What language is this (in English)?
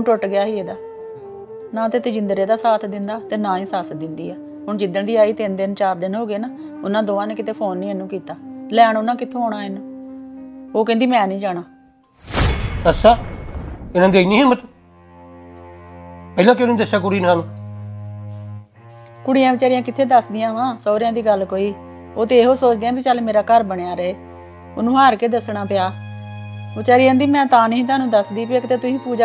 Punjabi